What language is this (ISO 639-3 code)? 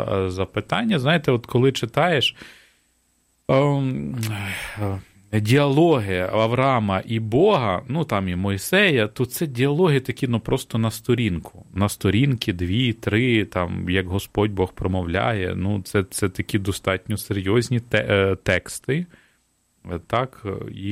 ukr